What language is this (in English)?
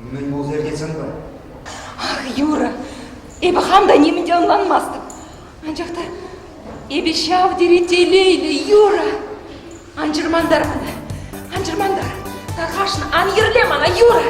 Chuvash